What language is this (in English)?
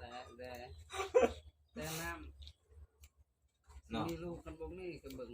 Northeastern Thai